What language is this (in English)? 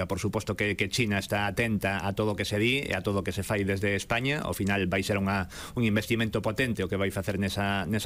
Galician